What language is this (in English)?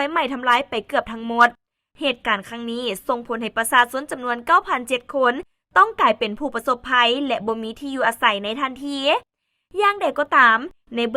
Lao